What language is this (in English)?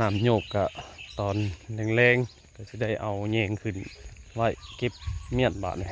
Northeastern Thai